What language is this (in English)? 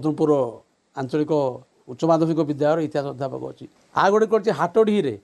Odia